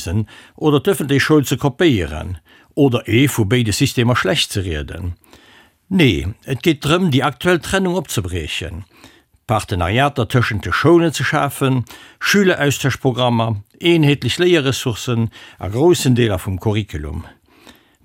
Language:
Luxembourgish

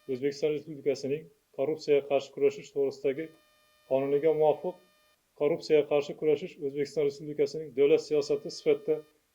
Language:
Uzbek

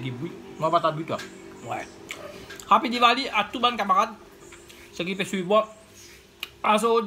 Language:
Morisyen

